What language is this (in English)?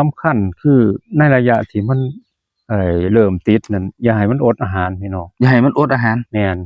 Northeastern Thai